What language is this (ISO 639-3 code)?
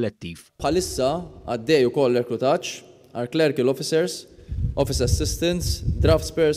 mlt